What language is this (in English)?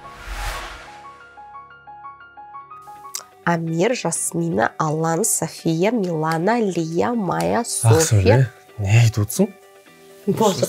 Kazakh